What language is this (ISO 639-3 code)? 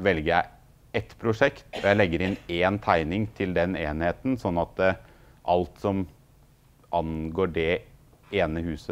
nor